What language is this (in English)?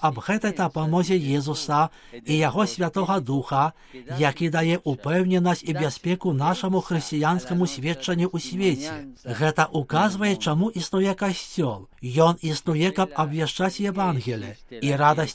Belarusian